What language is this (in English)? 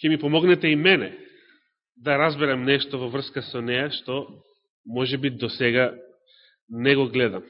Macedonian